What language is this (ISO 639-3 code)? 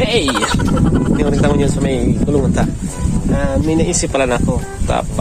bik